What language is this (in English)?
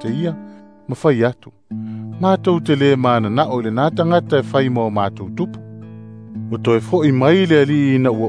Samoan